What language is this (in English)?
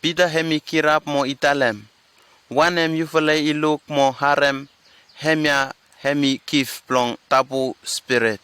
Bislama